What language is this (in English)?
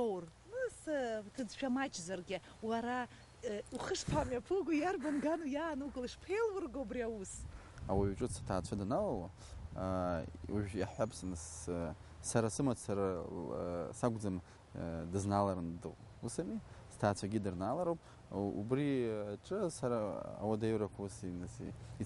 Abkhazian